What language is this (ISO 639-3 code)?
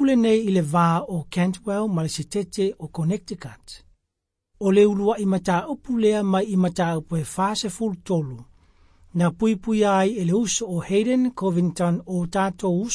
smo